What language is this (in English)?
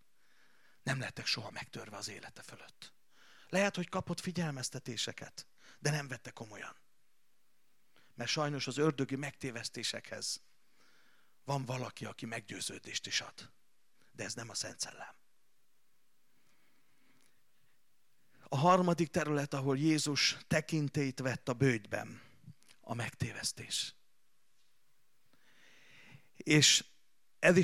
Hungarian